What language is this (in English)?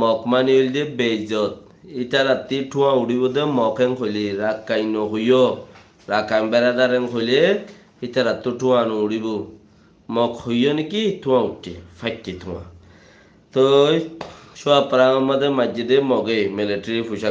Rohingya